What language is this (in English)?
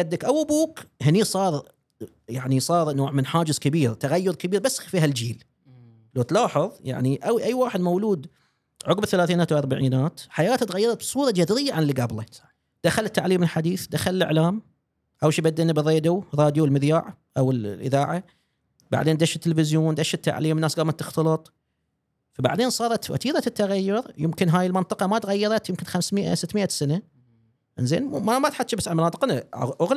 Gulf Arabic